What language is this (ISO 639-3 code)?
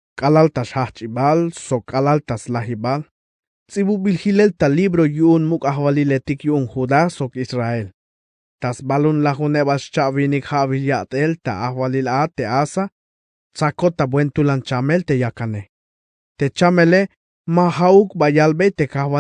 tzh